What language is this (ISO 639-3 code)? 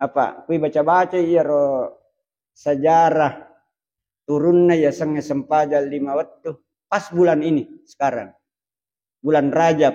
bug